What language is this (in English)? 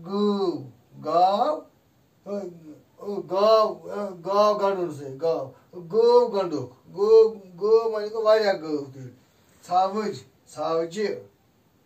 Kashmiri